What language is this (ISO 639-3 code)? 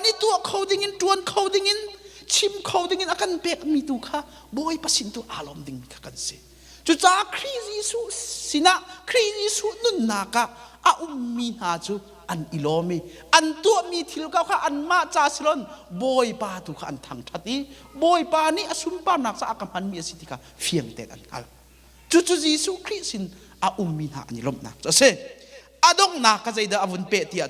cnh